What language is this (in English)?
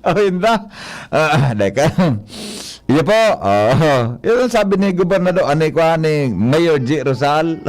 Bikol